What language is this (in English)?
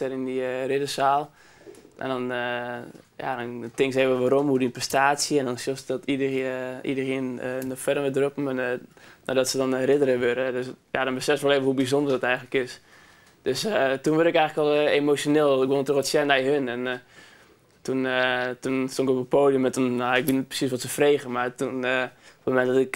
Western Frisian